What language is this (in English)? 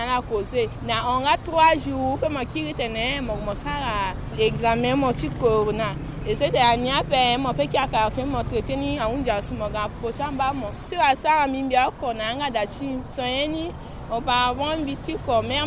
Sango